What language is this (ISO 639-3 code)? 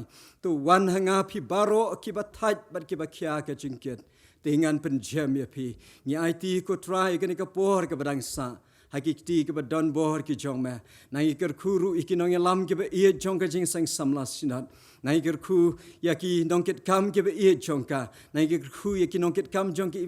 kha